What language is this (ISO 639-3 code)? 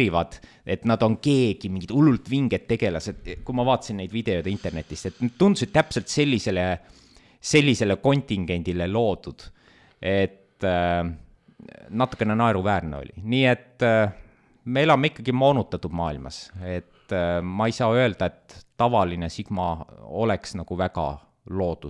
est